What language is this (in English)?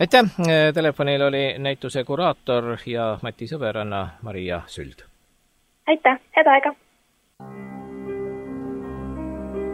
Estonian